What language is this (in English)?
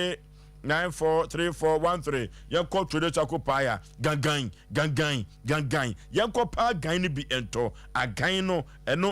Akan